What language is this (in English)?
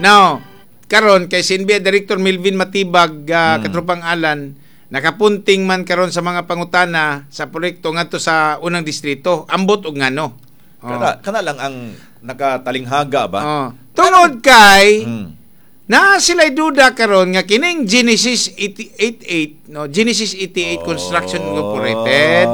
Cebuano